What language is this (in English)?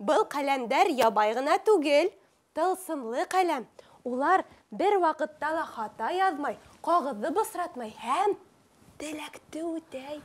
Bashkir